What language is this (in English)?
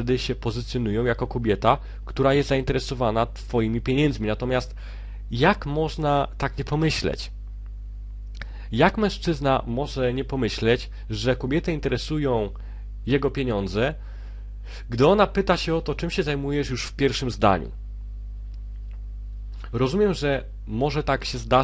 Polish